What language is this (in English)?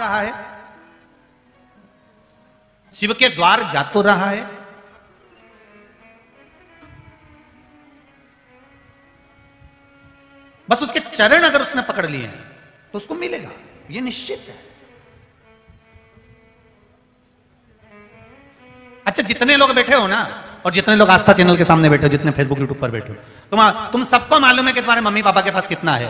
Hindi